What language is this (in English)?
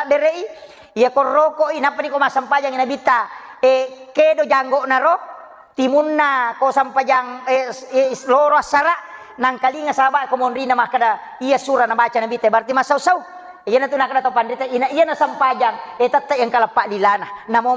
Buginese